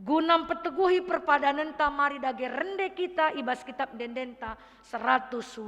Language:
Batak Karo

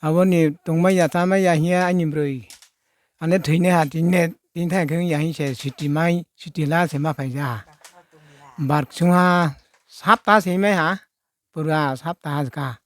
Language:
Riang (India)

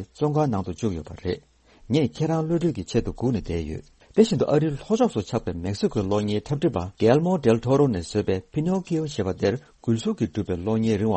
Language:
Tibetan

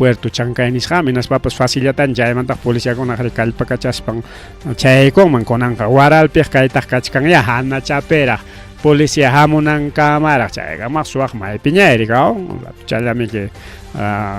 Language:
Ayacucho Quechua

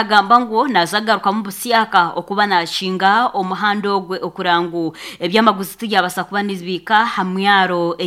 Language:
Nyankole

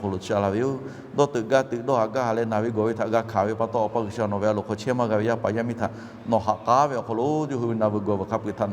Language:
Lahu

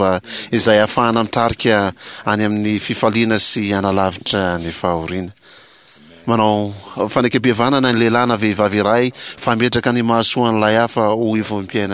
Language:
Malagasy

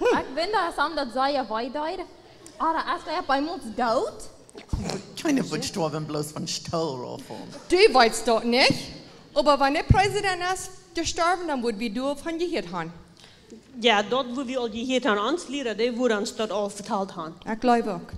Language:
Plautdietsch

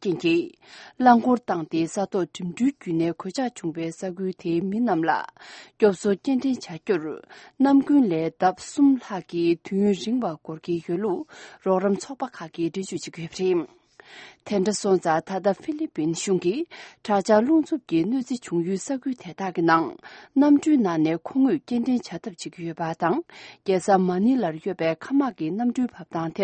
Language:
Tibetan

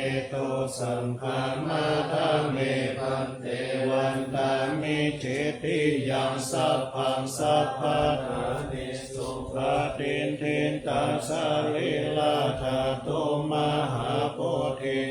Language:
Pali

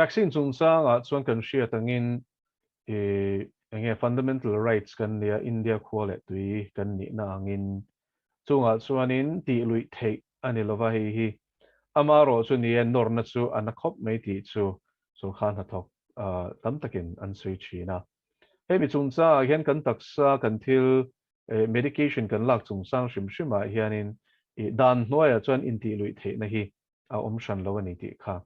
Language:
Mizo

